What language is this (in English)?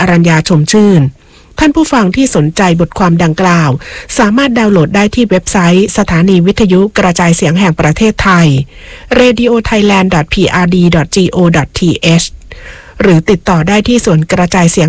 Thai